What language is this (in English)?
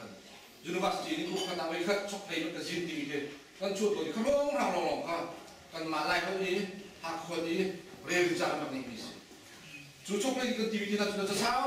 Hakha Chin